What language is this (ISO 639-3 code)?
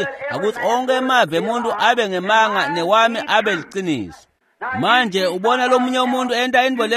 ssw